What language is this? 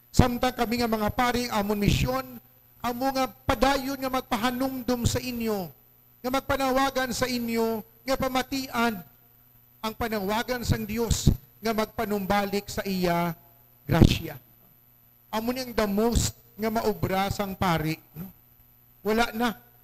Hiligaynon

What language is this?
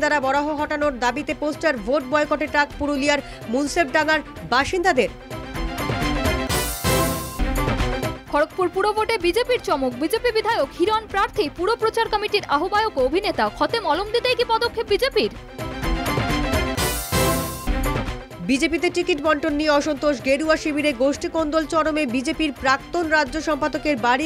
Bangla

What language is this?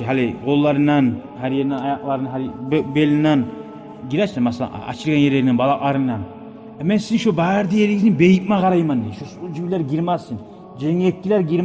Kumyk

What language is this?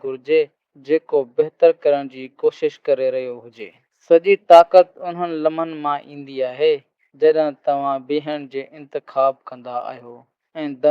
Sindhi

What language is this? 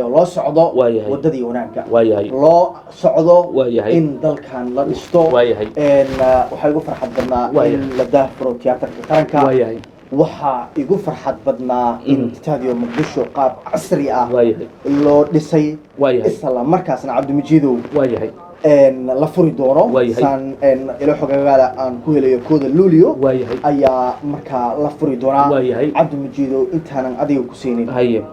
Somali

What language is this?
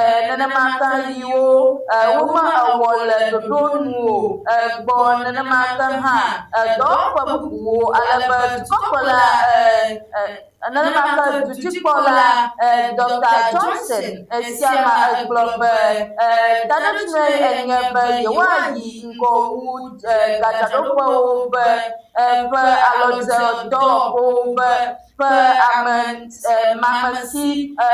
Ewe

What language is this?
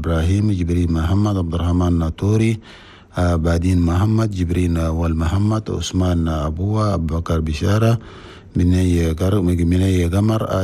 Chadian Arabic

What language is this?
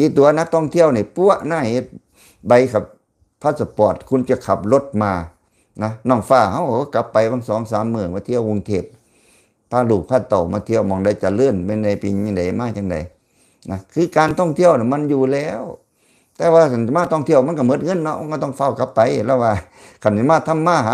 Lao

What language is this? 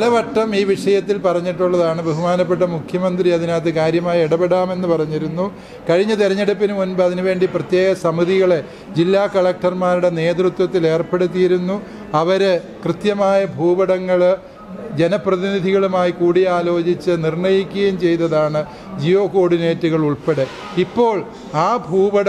Malayalam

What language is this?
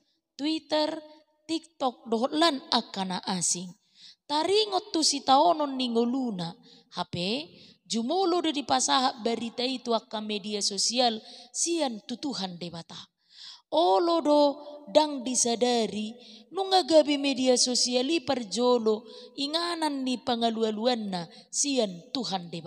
Batak Toba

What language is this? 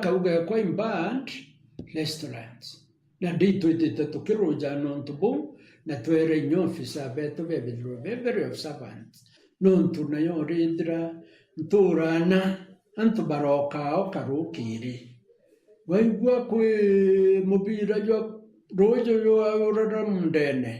Meru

